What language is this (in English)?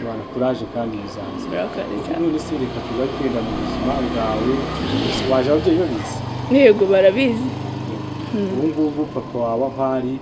Kinyarwanda